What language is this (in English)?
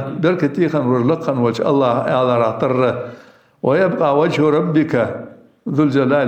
Ingush